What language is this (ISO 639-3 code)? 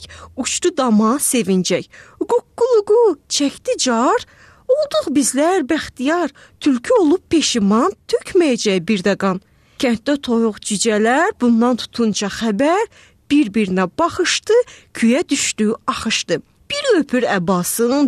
aze